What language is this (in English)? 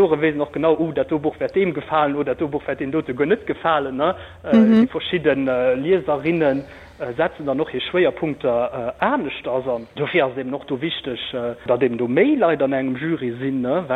Luxembourgish